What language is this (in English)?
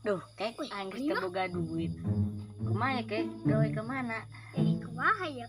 Sundanese